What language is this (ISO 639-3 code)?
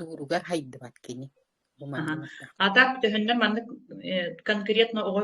sah